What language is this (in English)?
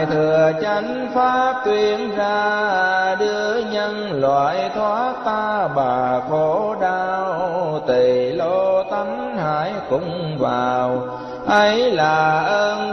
Vietnamese